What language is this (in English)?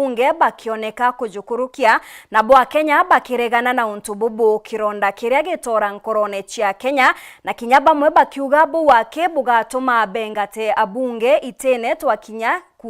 Meru